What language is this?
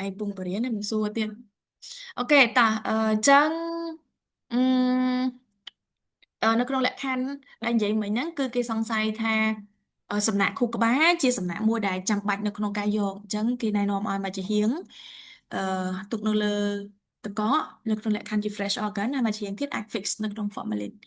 Khmer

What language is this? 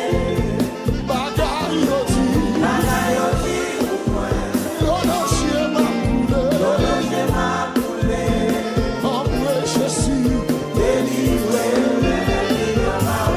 Haitian Creole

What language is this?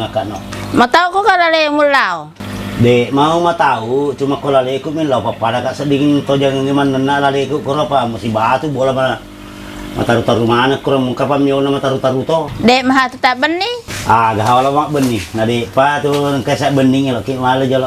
Buginese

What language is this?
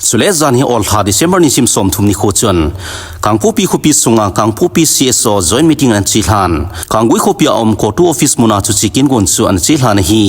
Thado Chin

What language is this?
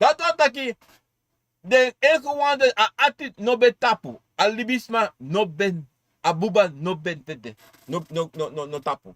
Sranan Tongo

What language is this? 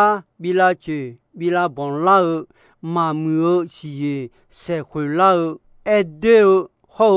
Akha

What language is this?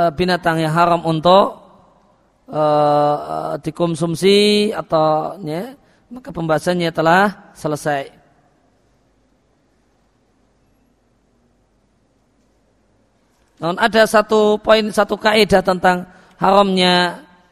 Indonesian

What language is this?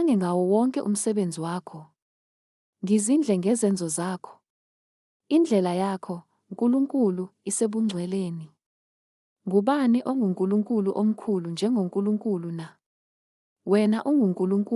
Zulu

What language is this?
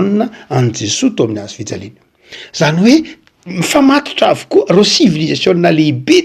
Malagasy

